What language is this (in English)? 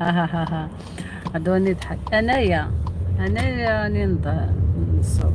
Algerian Arabic